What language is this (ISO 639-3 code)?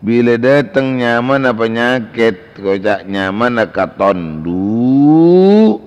mad